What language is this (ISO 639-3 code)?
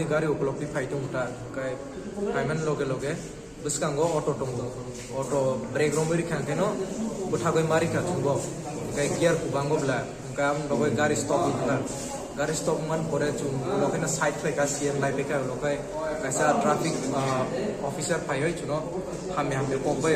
trp